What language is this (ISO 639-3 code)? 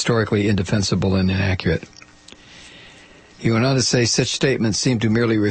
eng